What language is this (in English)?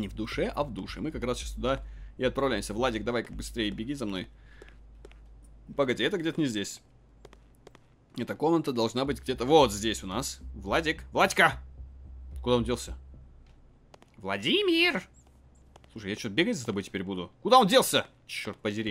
Russian